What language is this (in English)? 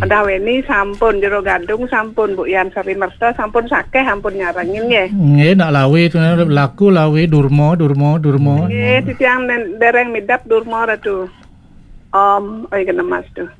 Balinese